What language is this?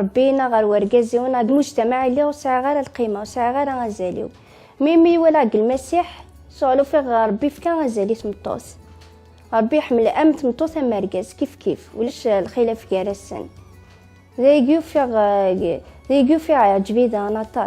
Kabyle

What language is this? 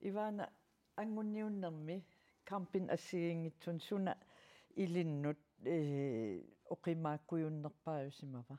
Kalaallisut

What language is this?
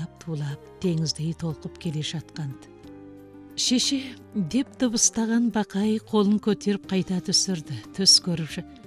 Kazakh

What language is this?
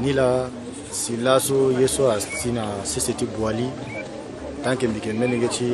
Sango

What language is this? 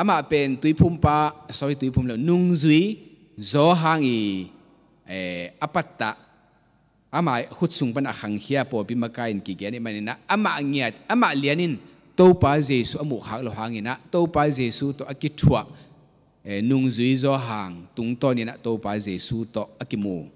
Tedim Chin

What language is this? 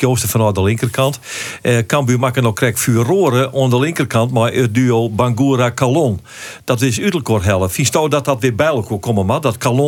Western Frisian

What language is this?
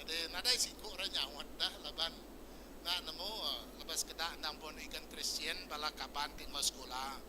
Iban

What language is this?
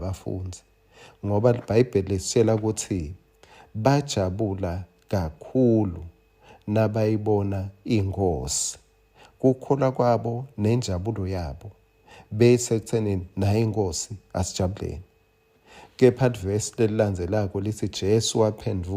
Swati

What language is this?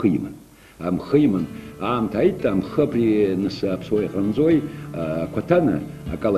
Abkhazian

